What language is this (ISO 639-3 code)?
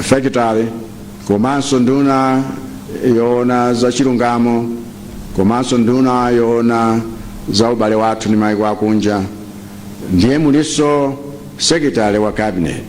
nya